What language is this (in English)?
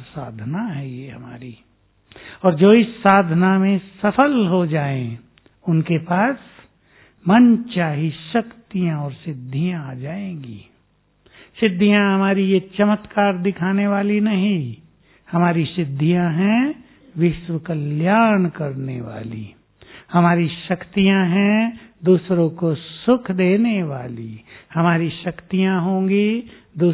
Hindi